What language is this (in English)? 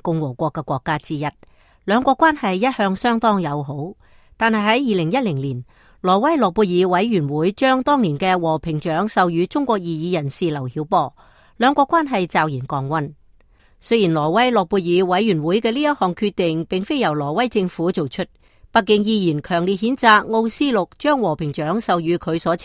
Cantonese